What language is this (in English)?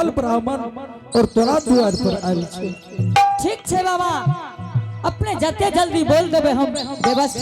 Angika